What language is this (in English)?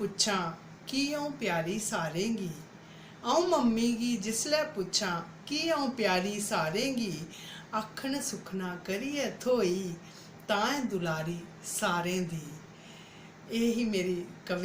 Dogri